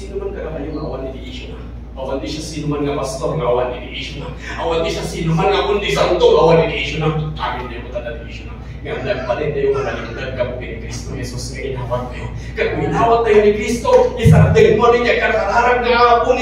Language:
Iloko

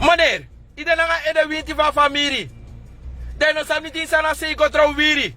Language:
Sranan Tongo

